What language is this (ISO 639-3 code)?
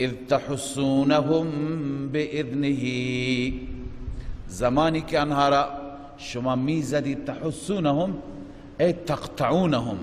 fas